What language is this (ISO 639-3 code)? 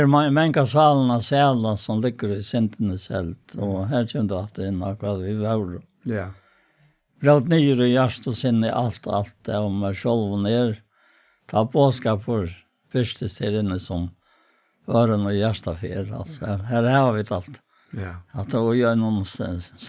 fao